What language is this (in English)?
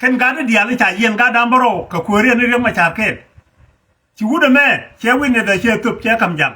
Nuer